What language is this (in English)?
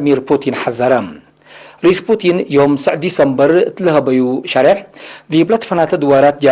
Tigre